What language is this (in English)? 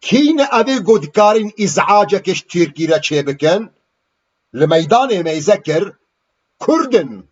Kurdish